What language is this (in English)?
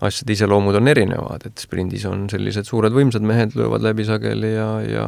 Estonian